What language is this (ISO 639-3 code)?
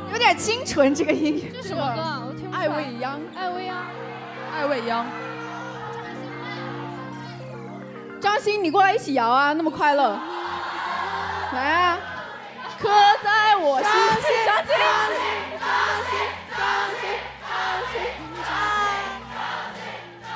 zho